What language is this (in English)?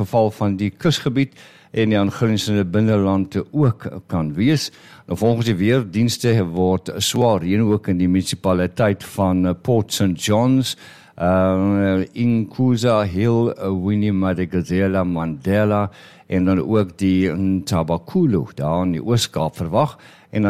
Afrikaans